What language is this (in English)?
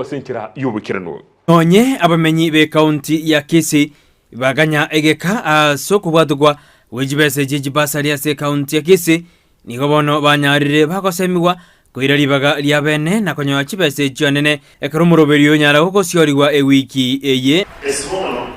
Gusii